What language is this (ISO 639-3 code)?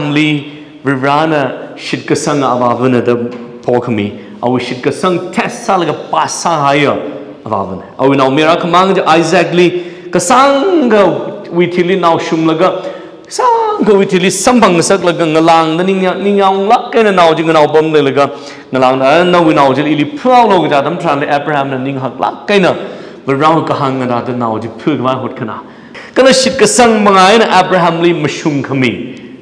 nmf